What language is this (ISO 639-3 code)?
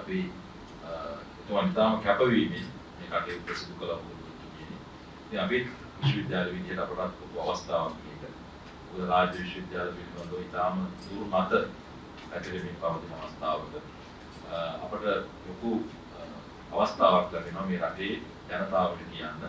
sin